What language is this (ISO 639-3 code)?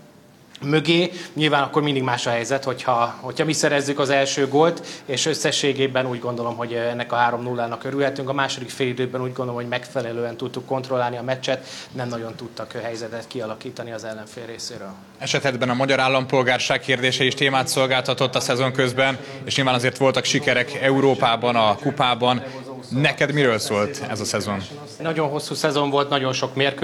hun